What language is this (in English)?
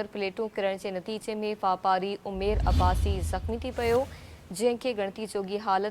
Sindhi